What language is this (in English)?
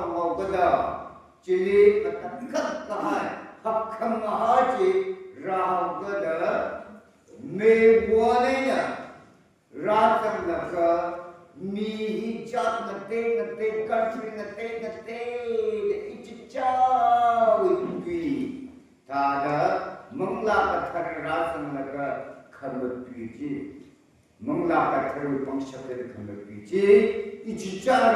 Tangkhul Naga (India)